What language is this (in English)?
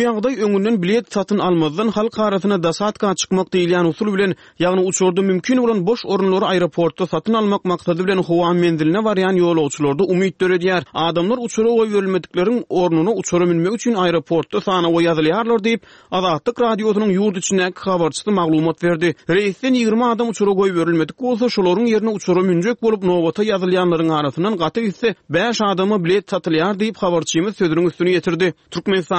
Turkmen